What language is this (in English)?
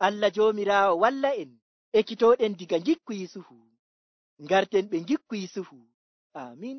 Nigerian Fulfulde